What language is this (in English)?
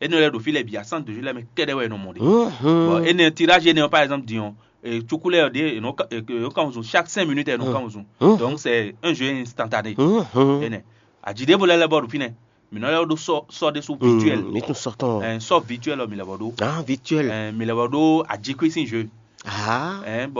Fon